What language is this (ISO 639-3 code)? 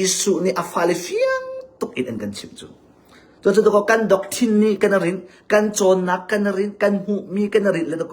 cnh